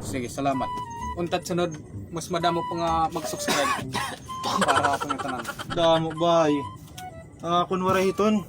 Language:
Waray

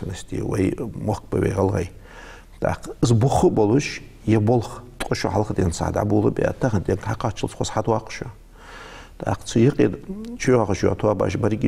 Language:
Ingush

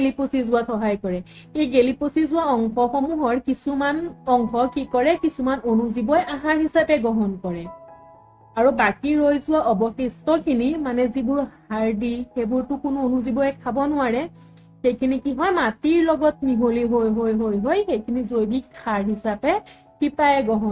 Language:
Assamese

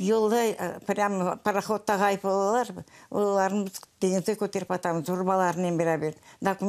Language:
Crimean Tatar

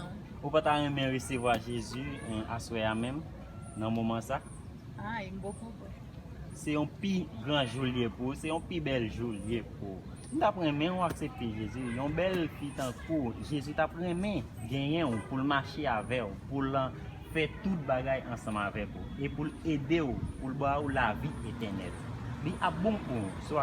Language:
Haitian Creole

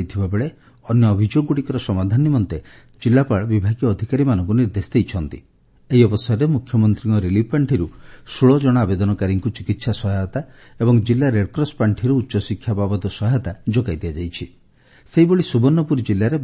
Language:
Odia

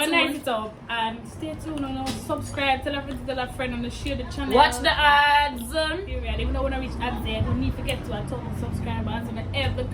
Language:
Jamaican Creole English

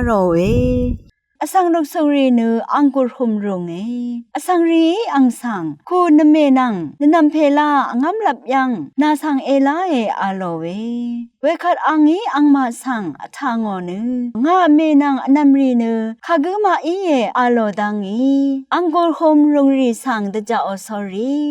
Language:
Rawang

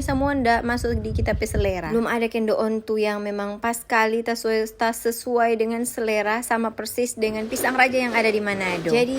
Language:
Manado Malay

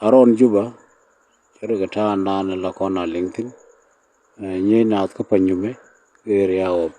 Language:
Nuer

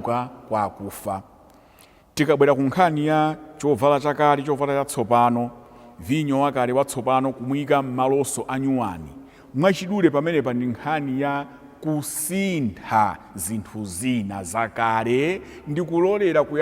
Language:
Nyanja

